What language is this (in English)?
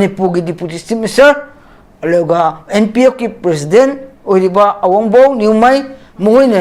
Manipuri